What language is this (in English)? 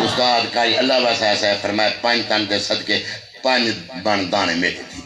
Saraiki